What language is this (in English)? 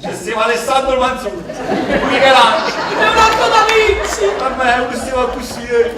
Neapolitan